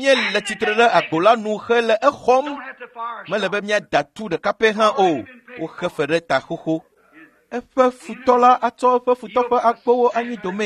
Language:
Ewe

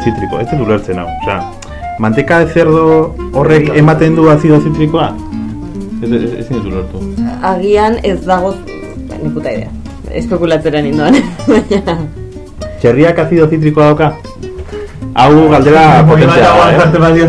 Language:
Basque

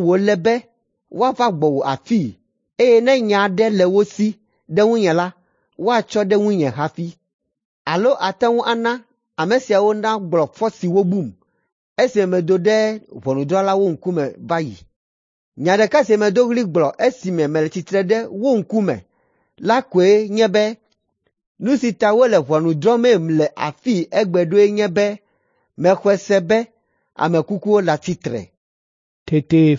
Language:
Ewe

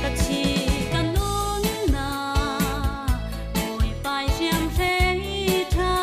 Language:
Falam Chin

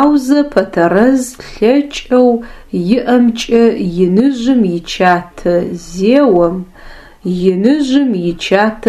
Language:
Adyghe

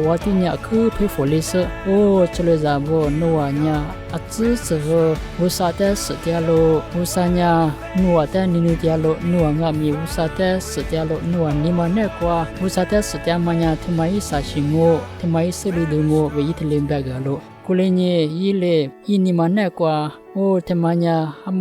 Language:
Lisu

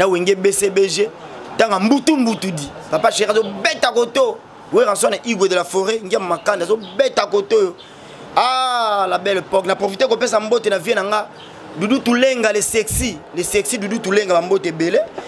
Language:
Lingala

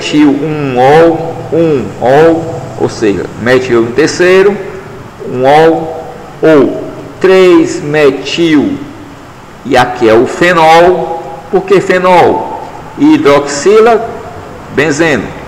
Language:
Portuguese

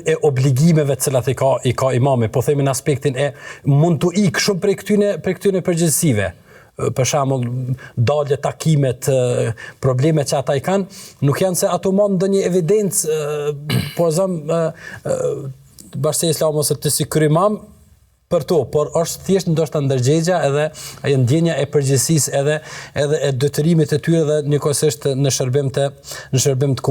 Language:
Albanian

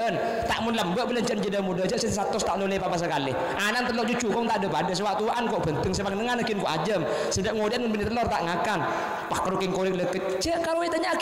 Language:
Madurese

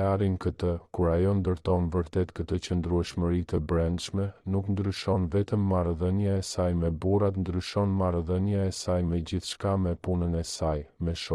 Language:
Albanian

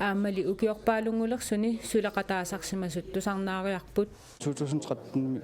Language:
Kalaallisut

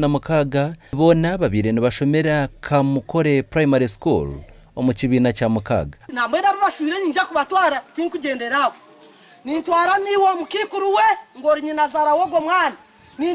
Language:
Nyankole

